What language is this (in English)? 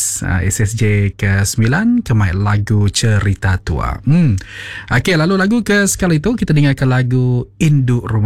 Iban